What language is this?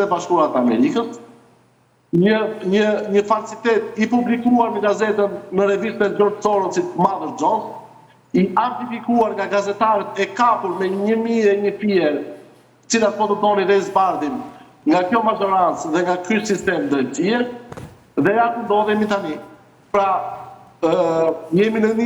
Albanian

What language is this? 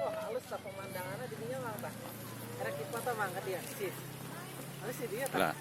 Sundanese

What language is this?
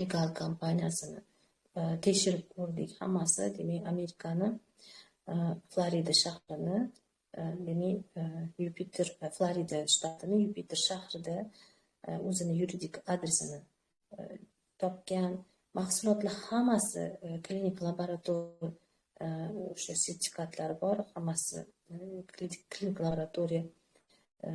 Uzbek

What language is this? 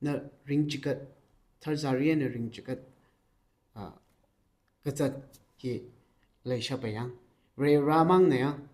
Tangkhul Naga (India)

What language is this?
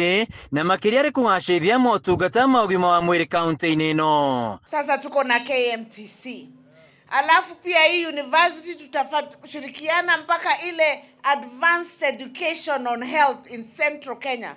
Kikuyu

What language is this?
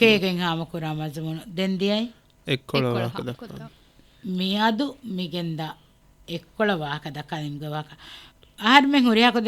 Divehi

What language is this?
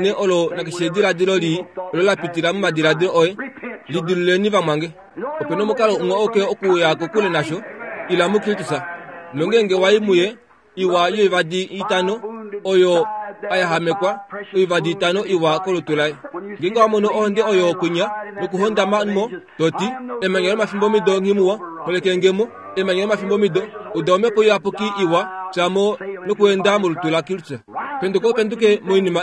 Kuanyama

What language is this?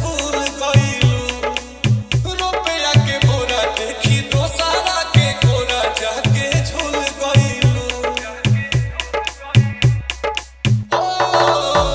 Bhojpuri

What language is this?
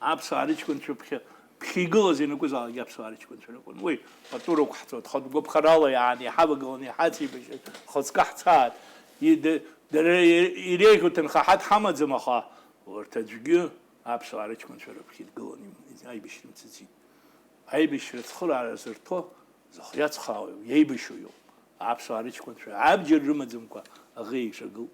Abkhazian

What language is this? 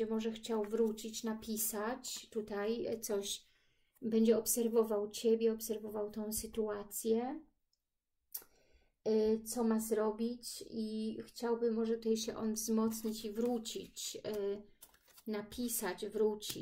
Polish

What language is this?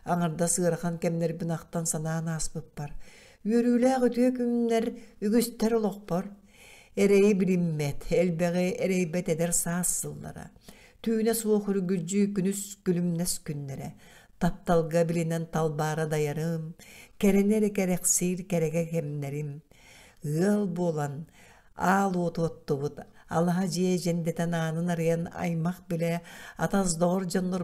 Yakut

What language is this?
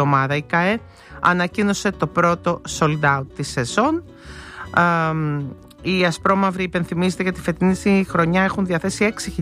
Greek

